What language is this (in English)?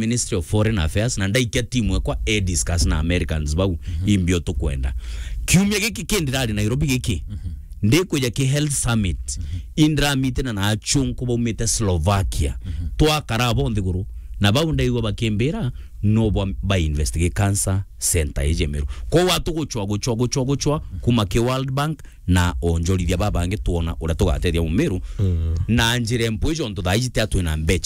Meru